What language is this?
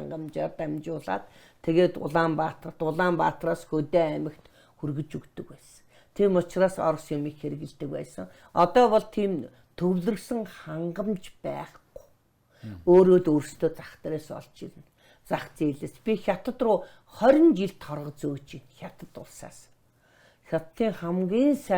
Mongolian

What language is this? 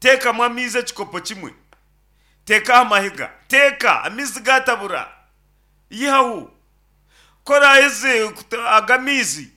Nyankole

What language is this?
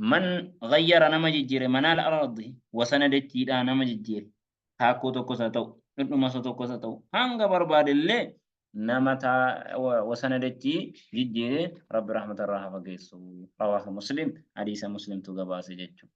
Oromo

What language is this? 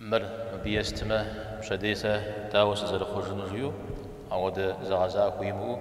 Kabardian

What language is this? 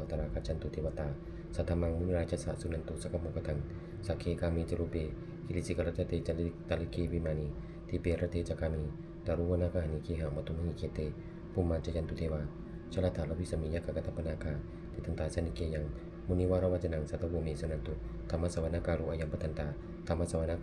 Pali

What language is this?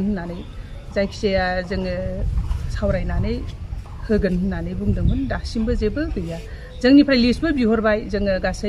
Bodo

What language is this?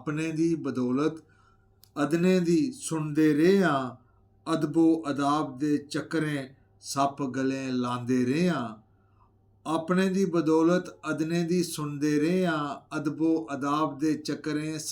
Dogri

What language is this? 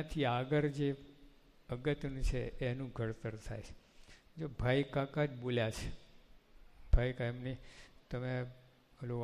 Gujarati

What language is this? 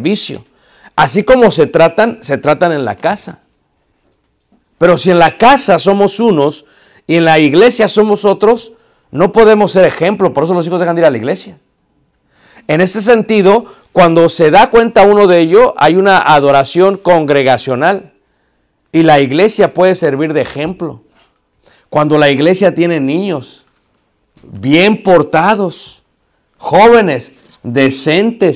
Spanish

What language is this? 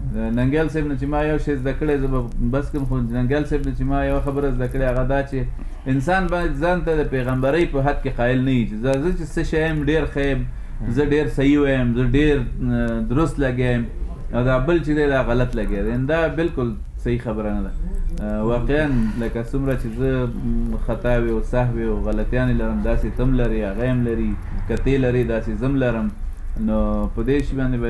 Pashto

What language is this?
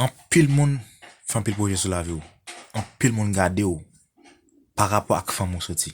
Haitian Creole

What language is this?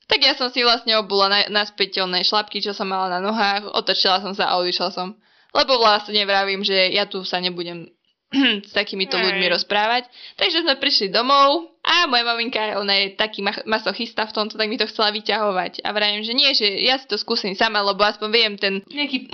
Slovak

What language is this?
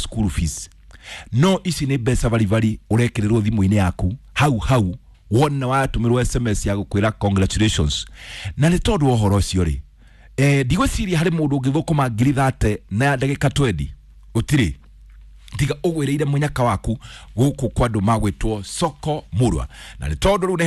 Kikuyu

